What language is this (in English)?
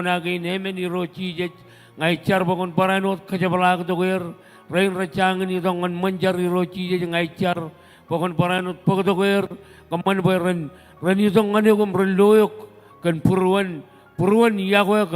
Marshallese